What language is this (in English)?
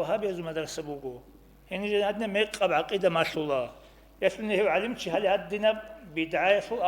Avaric